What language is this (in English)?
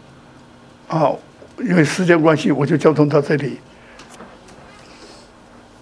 Chinese